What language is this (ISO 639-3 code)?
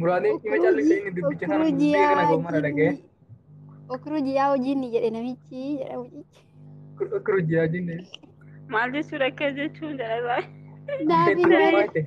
orm